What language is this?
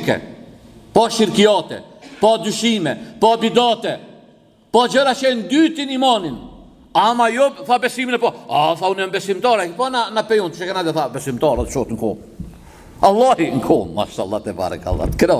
Albanian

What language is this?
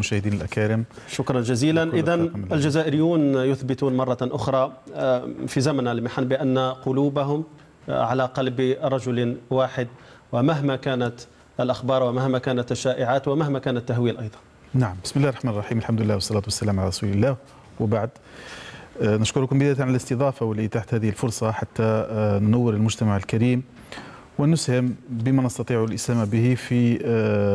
Arabic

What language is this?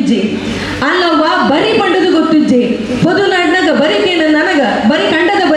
Tulu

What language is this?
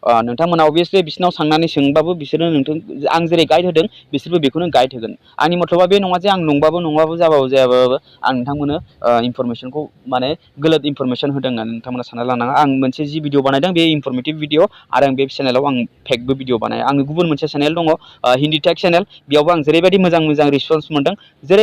Bodo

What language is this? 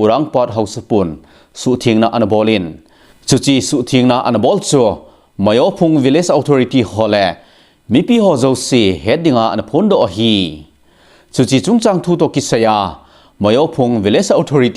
Thado Chin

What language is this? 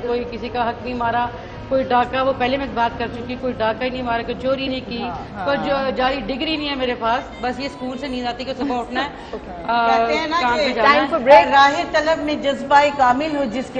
Urdu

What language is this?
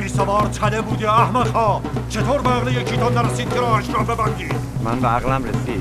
Persian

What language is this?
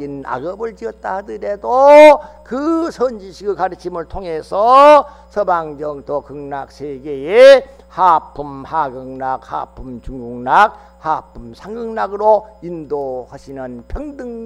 Korean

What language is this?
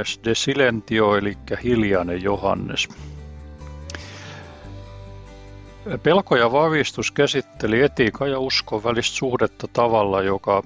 Finnish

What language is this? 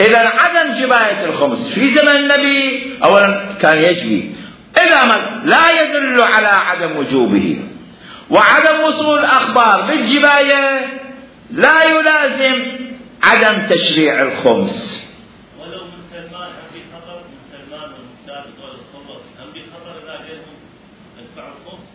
Mesopotamian Arabic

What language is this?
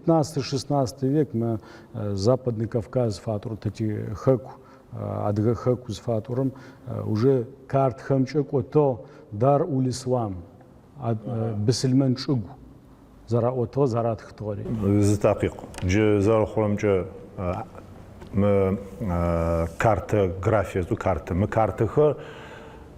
Adyghe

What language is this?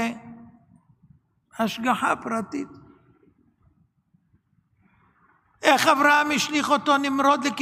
Hebrew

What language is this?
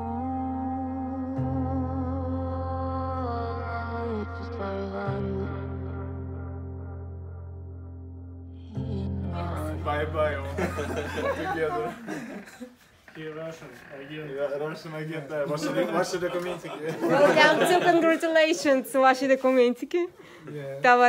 Russian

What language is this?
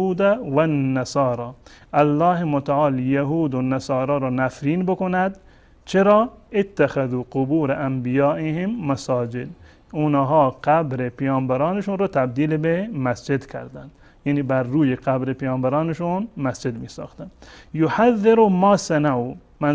Persian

